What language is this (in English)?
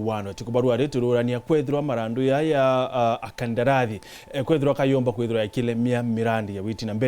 Meru